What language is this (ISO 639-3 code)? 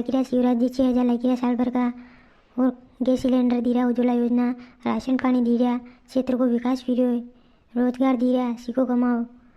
raj